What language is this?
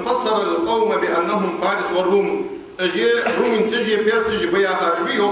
Ingush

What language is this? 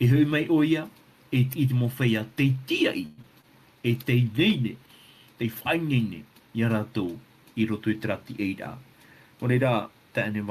Tahitian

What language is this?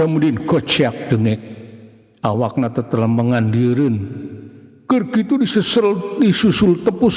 Sundanese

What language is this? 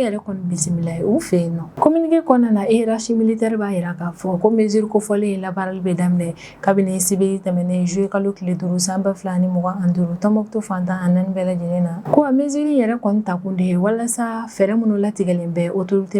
Bambara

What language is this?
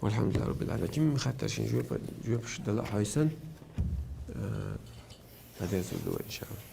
Chechen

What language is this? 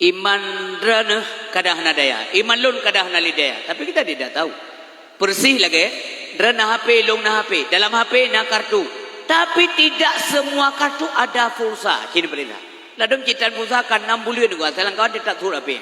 Achinese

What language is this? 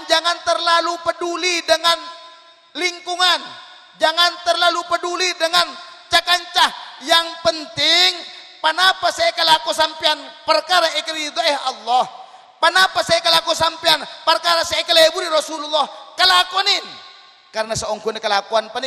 Madurese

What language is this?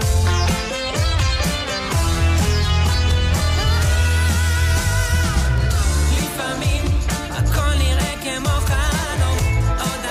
Hebrew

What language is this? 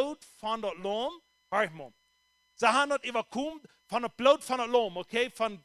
Plautdietsch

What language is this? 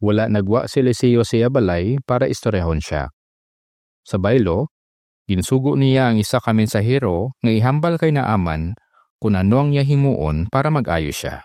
Hiligaynon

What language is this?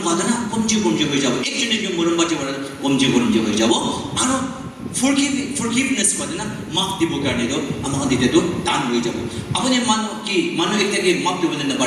Naga Pidgin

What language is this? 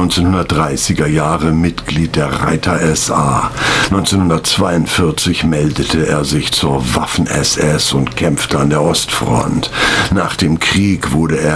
German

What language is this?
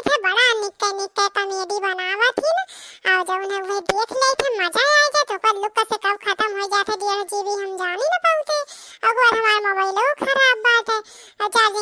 Awadhi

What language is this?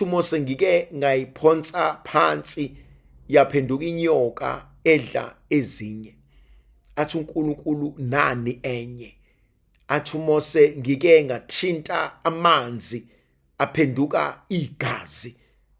Zulu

